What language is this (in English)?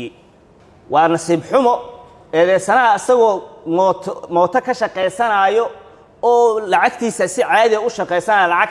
Somali